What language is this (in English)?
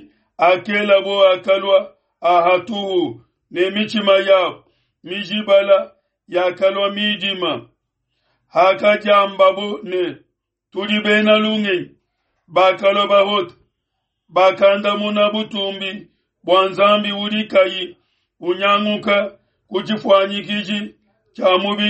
Luba-Lulua